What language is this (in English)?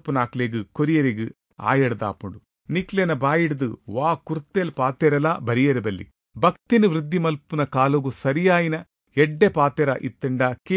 Tulu